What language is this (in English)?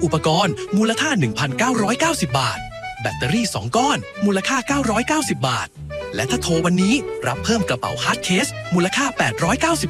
Thai